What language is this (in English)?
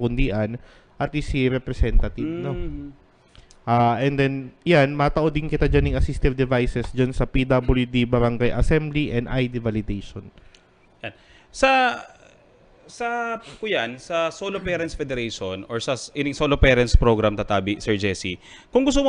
Bikol